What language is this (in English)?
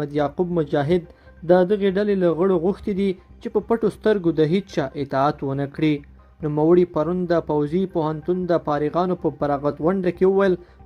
Pashto